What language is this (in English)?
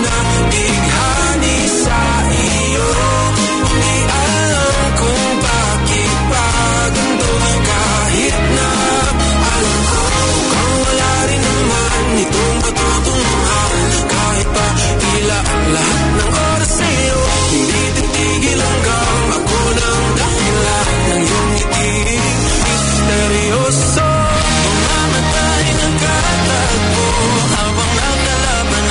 Filipino